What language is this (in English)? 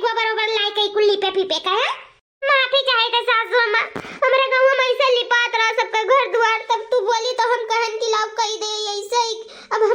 Awadhi